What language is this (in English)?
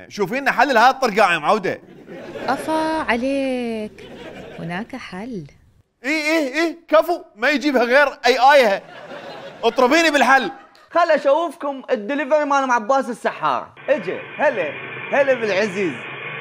Mesopotamian Arabic